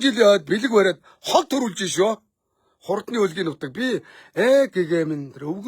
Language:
Mongolian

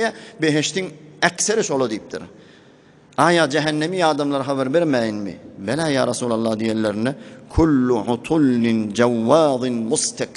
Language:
Turkmen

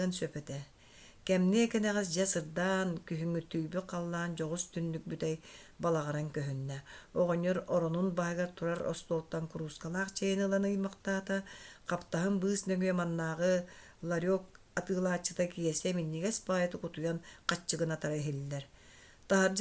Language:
Yakut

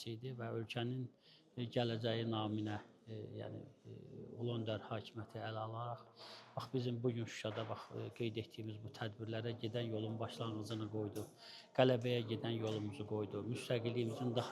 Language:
Azerbaijani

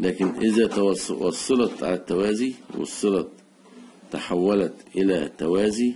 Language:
Egyptian Arabic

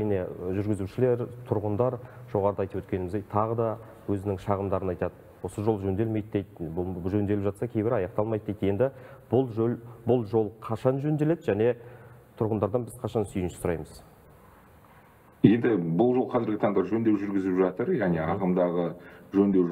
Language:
Kazakh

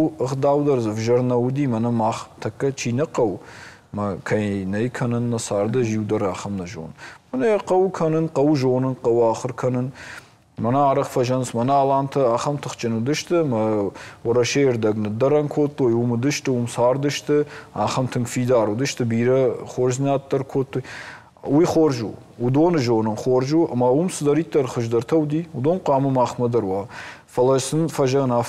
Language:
Ossetic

